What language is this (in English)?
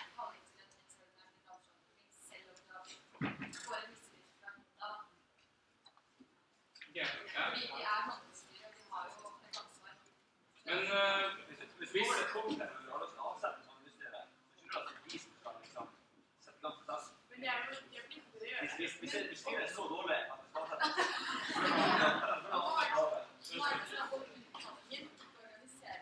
Norwegian